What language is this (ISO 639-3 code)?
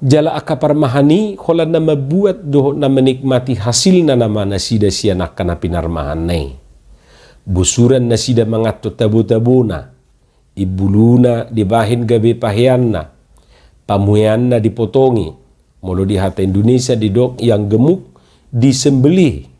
bbc